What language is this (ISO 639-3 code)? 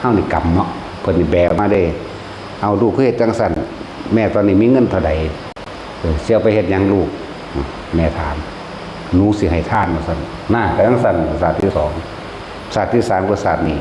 lao